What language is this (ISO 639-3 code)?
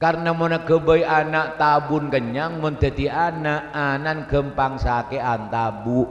mad